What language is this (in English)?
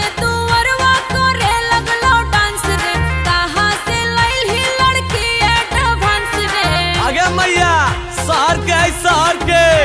Magahi